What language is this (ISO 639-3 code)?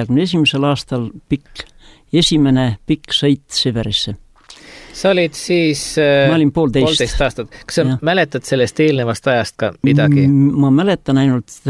est